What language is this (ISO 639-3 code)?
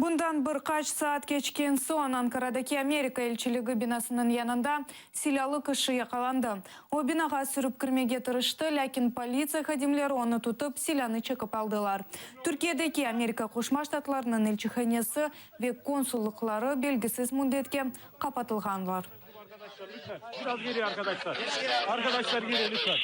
crh